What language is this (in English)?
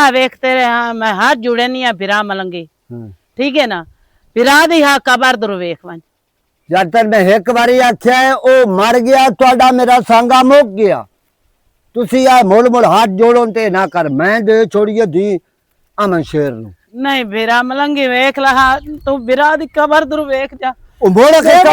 Western Panjabi